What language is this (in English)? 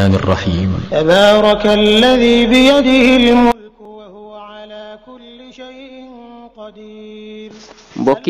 Wolof